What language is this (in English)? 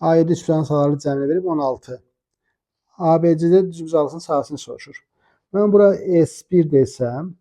Azerbaijani